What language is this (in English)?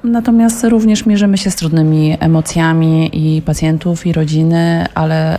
Polish